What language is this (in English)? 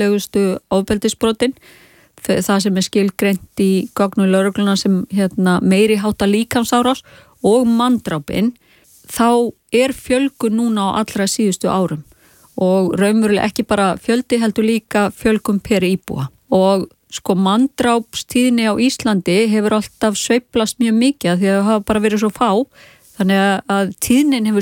Icelandic